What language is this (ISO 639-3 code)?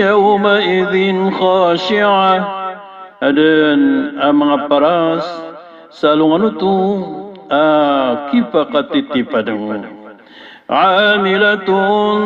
mrw